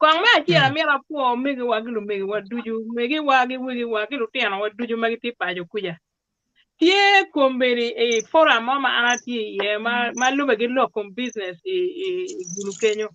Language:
Acoli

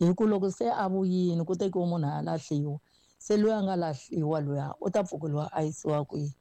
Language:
Tsonga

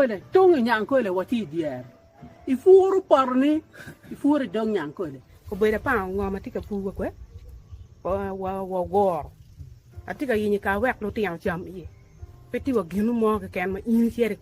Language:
Acoli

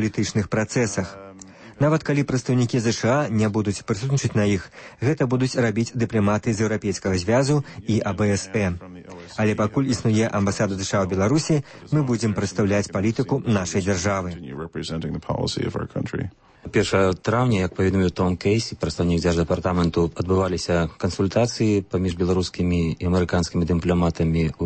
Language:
Belarusian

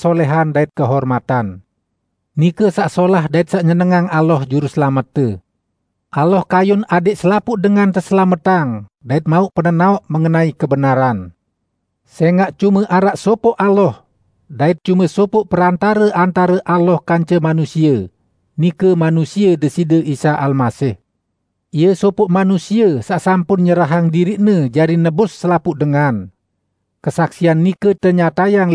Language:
Sasak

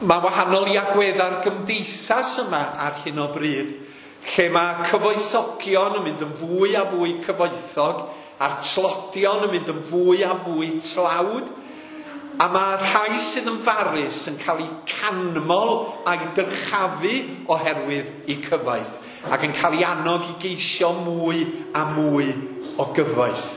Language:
Welsh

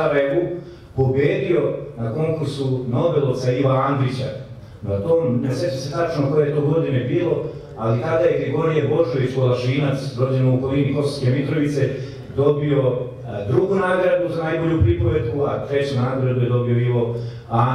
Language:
Serbian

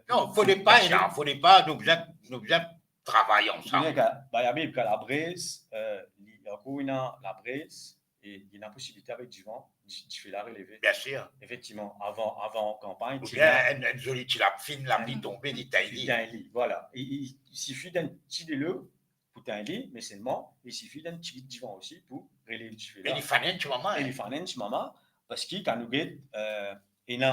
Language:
Morisyen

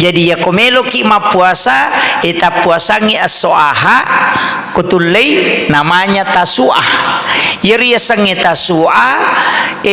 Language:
Buginese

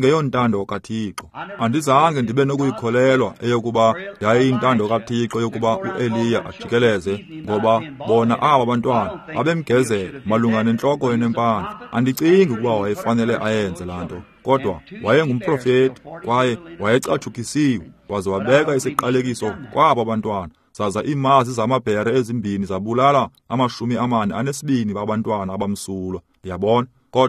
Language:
Xhosa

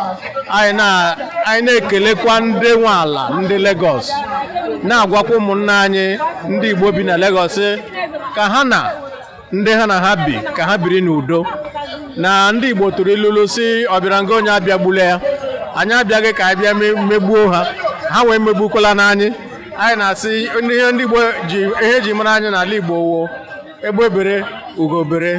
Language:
Igbo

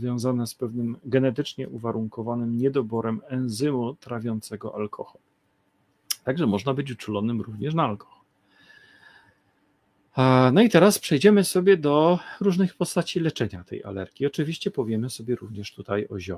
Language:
Polish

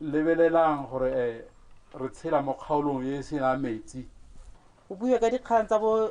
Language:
Tswana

